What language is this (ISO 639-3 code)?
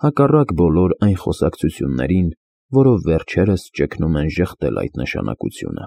hye